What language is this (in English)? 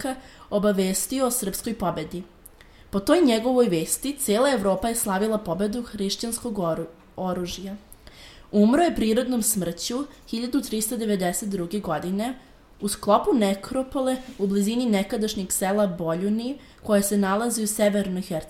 Serbian